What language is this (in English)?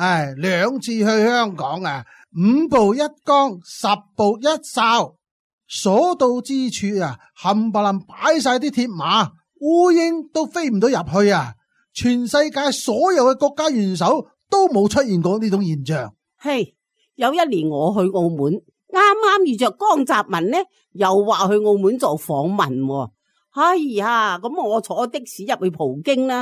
Cantonese